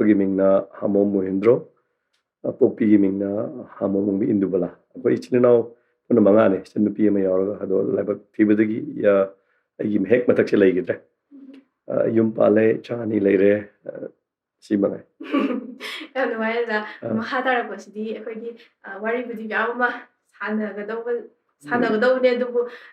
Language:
Manipuri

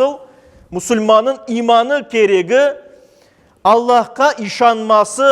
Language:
Crimean Tatar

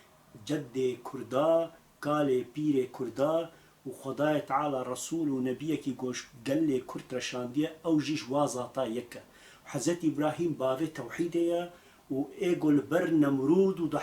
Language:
Kurdish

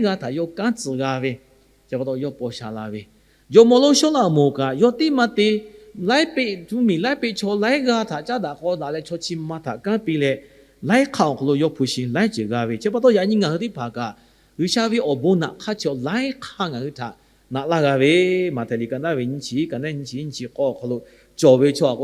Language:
Lahu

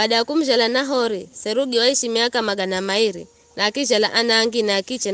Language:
Giryama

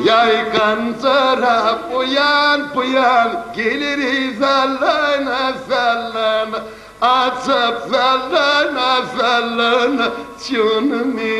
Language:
Turkmen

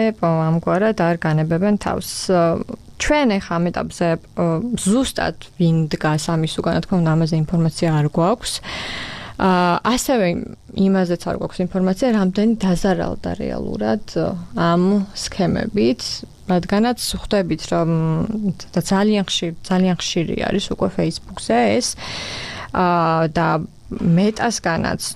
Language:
Georgian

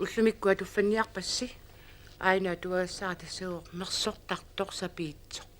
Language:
Kalaallisut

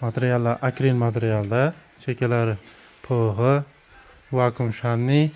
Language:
Uzbek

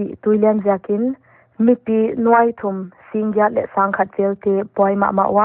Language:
Paite Chin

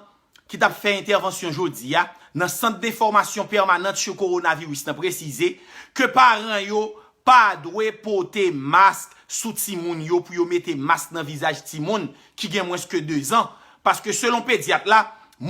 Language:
Haitian Creole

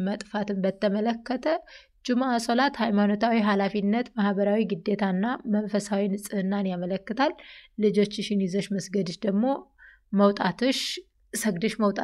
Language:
Amharic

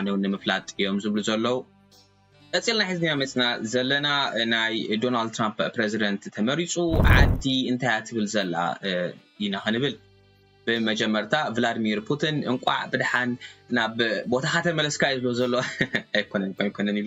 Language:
Tigrinya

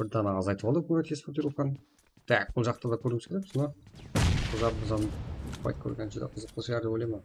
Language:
Kara-Kalpak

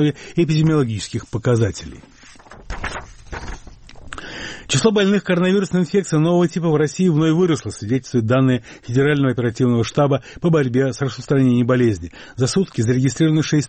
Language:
Russian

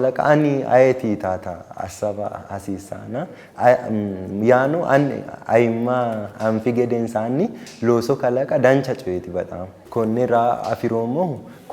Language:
Sidamo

